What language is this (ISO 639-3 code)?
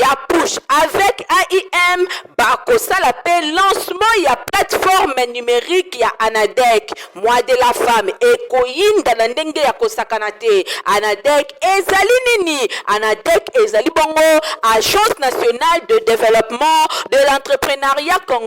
lin